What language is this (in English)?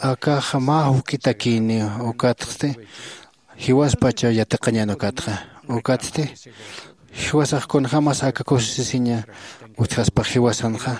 Aymara